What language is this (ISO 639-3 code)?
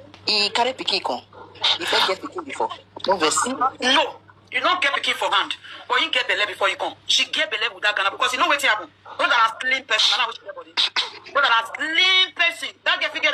pcm